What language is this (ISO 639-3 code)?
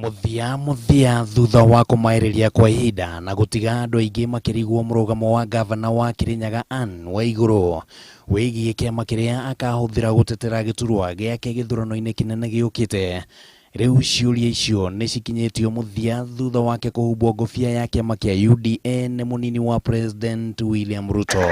kik